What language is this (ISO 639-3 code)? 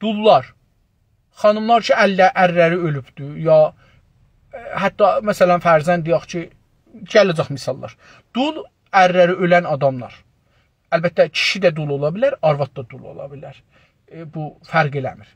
azb